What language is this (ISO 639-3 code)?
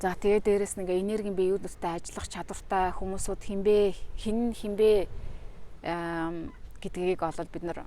mon